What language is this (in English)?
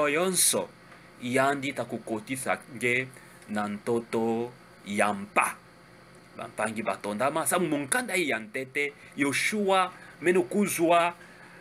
Kituba (Democratic Republic of Congo)